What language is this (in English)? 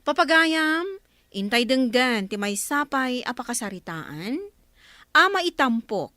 Iloko